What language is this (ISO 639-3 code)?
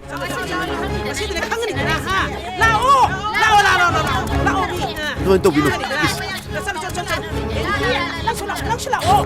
mni